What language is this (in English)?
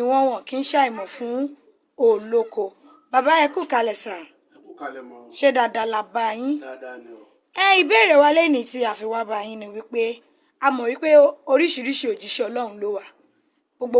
Yoruba